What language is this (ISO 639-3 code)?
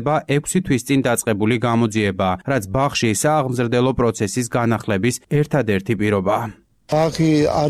kat